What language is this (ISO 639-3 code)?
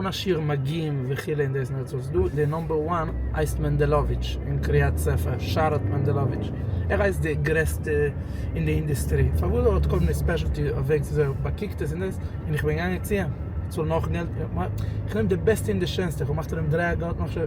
yid